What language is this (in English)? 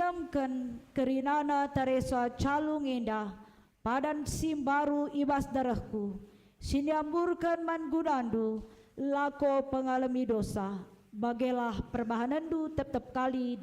Batak Karo